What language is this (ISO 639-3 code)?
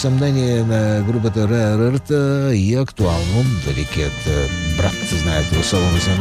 bul